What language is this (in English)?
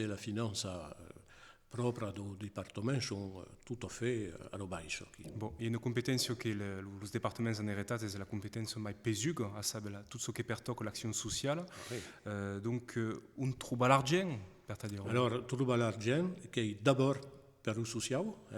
Occitan